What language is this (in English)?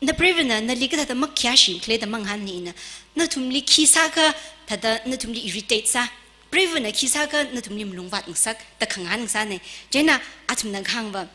Tangkhul Naga (India)